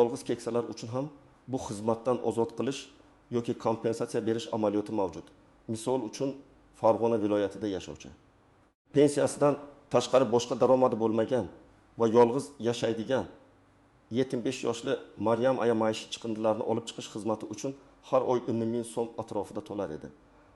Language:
Uzbek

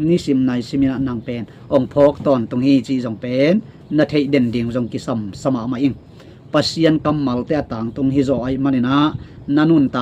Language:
Tedim Chin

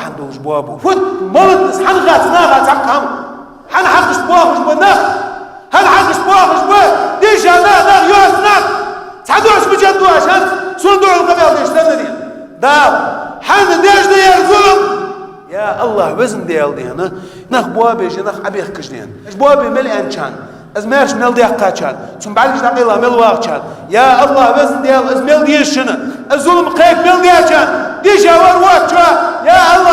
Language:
Ingush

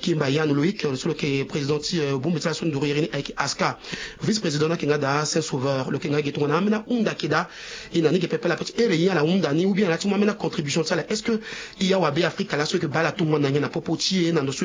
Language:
Sango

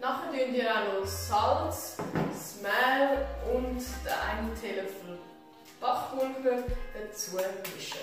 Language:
Swiss German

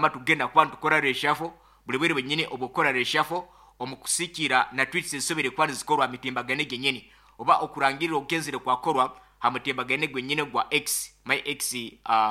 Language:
Nyoro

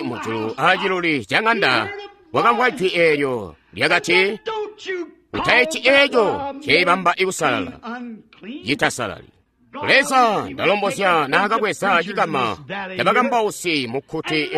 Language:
Tonga (Zambia)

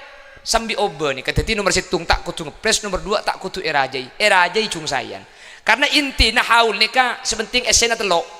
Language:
Madurese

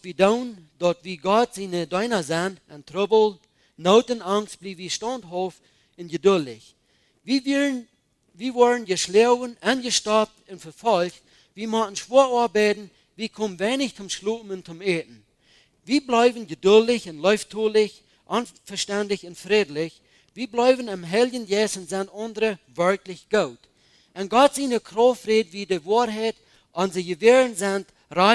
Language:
Plautdietsch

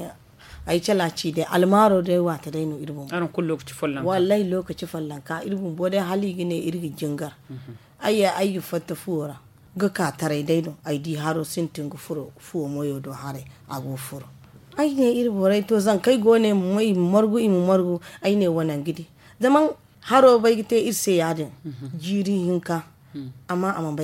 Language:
Zarma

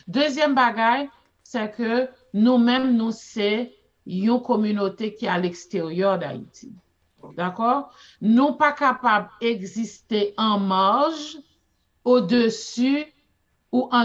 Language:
Haitian Creole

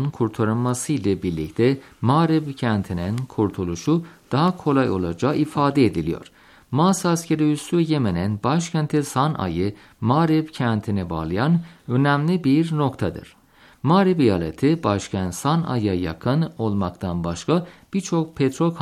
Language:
Turkish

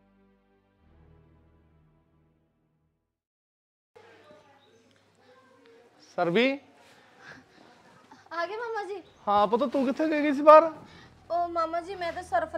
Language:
Punjabi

